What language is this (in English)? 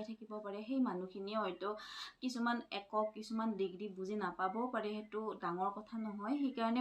Assamese